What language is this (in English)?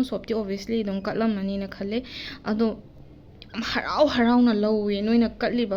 Manipuri